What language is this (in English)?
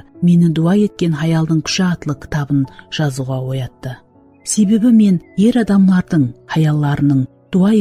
Kara-Kalpak